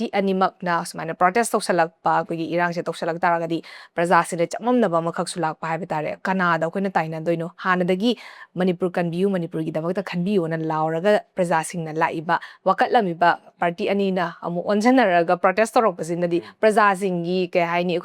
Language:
Manipuri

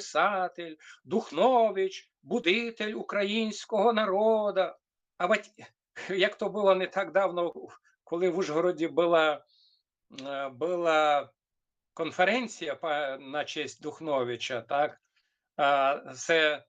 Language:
Rusyn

